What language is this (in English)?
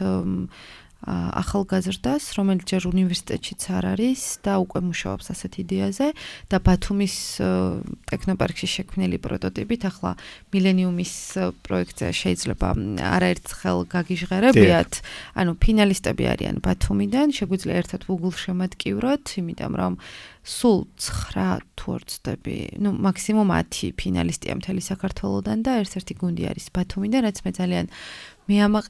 Georgian